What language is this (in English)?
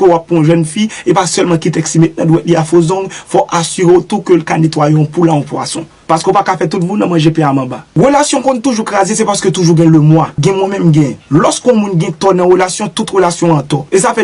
Haitian Creole